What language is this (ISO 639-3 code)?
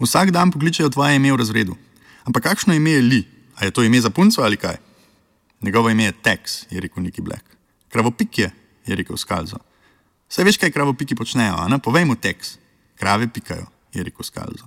slv